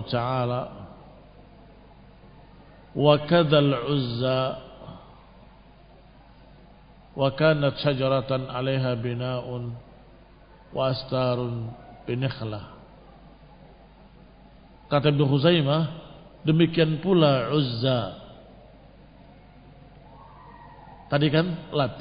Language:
Indonesian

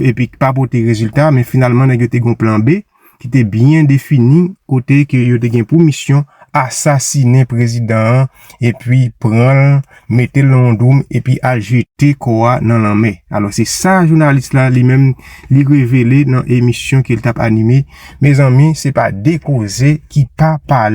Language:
Haitian Creole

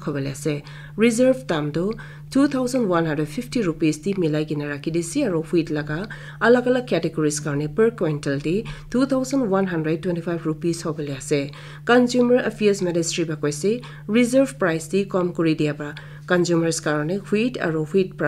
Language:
Naga Pidgin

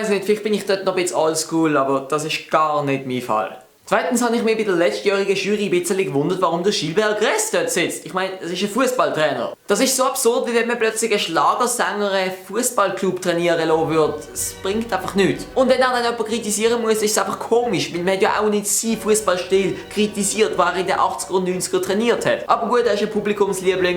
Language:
Swiss German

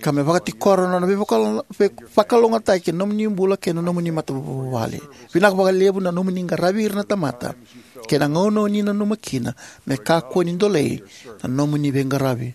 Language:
Fijian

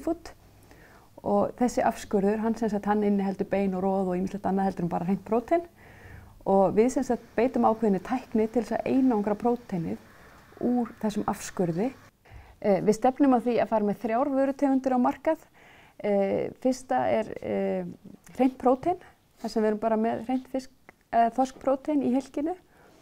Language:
Icelandic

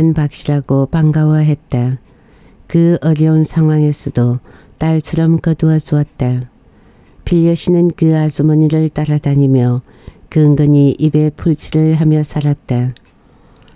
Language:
Korean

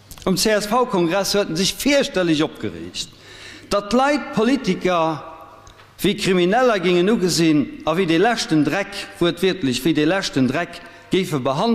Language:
Luxembourgish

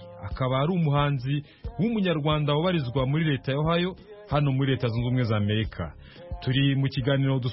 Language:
Kinyarwanda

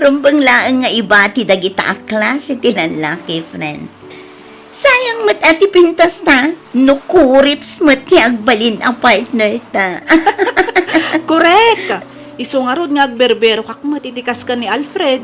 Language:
Iloko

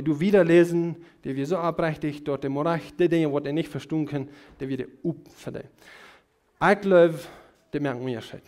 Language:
Plautdietsch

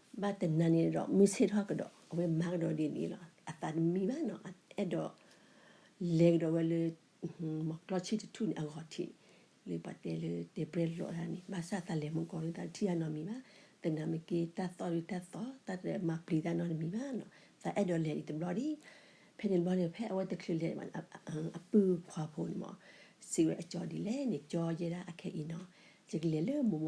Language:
S'gaw Karen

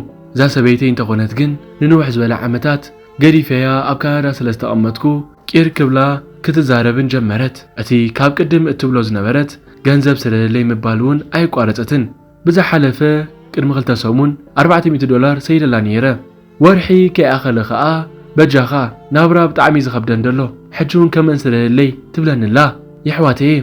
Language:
Tigrinya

